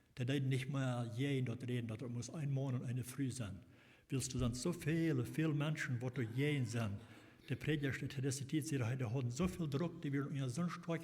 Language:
Plautdietsch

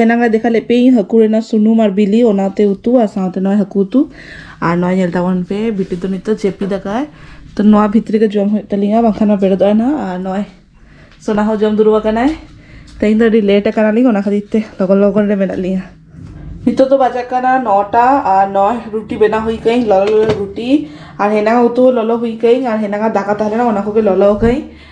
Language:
Santali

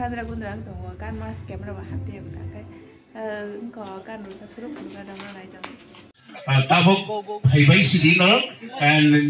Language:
Kok Borok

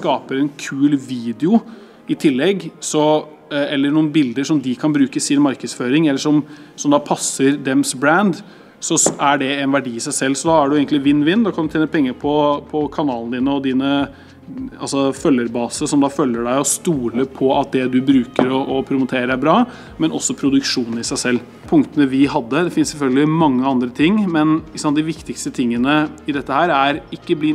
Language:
Norwegian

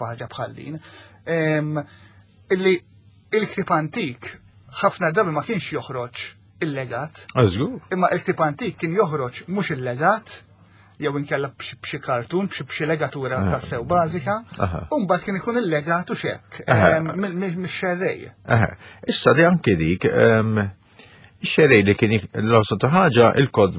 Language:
Maltese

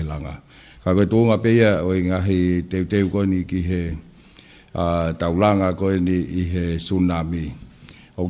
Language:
Tongan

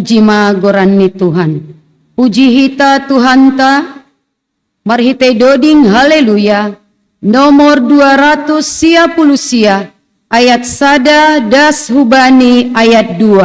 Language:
Batak Simalungun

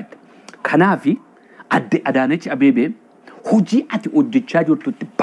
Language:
Oromo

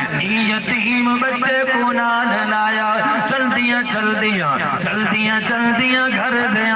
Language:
Saraiki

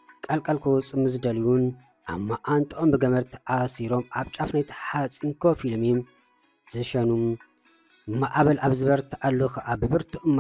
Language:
Tigrinya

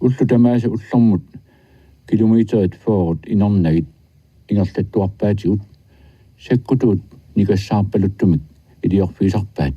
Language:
Kalaallisut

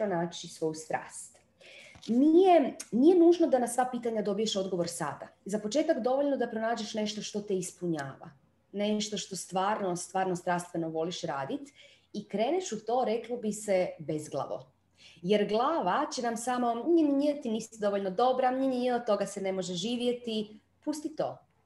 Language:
Croatian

